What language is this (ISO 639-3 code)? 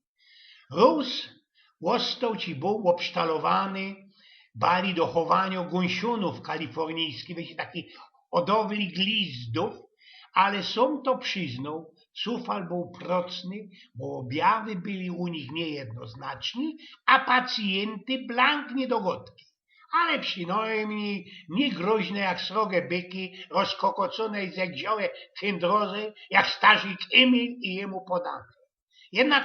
szl